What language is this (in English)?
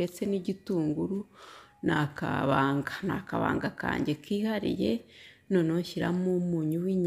Kinyarwanda